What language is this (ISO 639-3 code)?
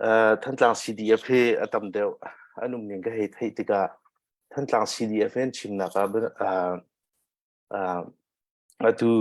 cnh